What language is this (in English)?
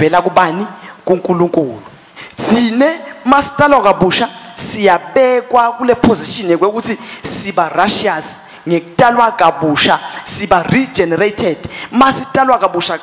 Swati